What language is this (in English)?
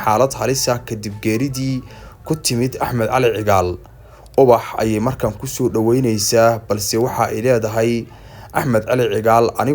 Somali